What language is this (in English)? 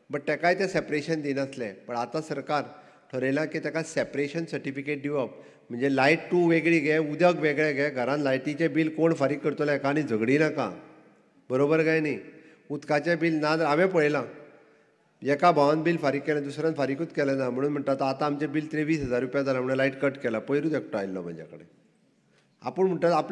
Konkani